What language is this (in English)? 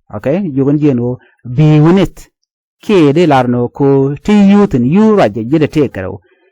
Nuer